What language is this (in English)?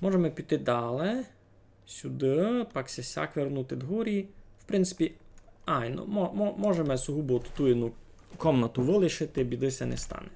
Rusyn